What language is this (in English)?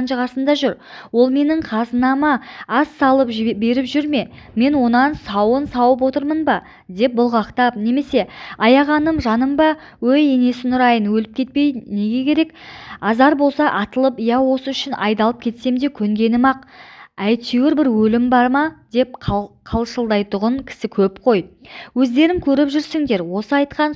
Kazakh